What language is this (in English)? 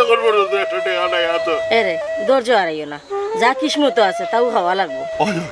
Sylheti